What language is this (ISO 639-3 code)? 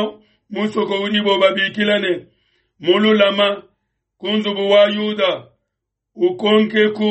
lua